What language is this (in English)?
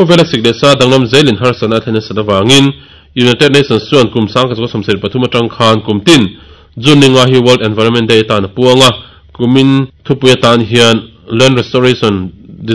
Mizo